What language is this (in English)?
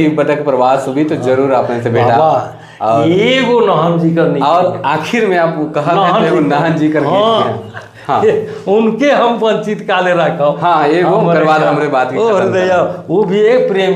Sadri